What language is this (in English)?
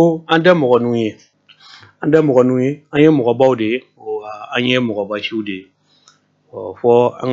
Bambara